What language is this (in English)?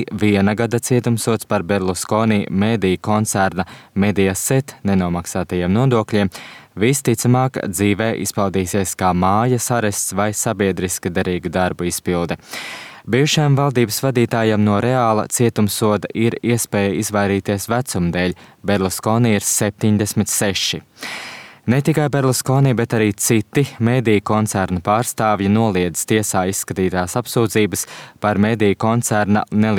Latvian